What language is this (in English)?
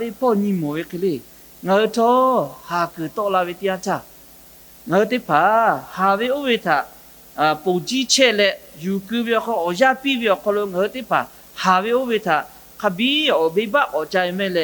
Lahu